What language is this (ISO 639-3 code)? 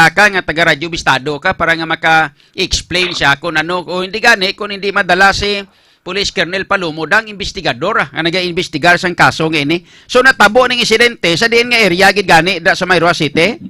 hil